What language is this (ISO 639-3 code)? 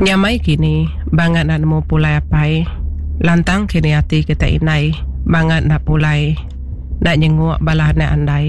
iba